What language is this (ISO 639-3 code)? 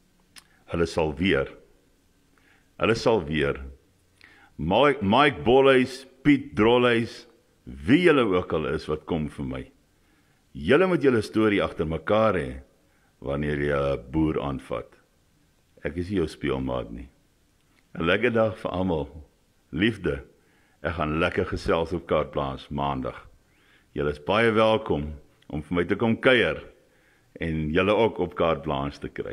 afr